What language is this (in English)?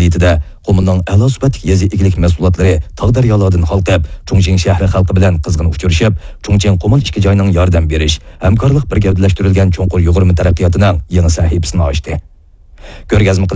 Uyghur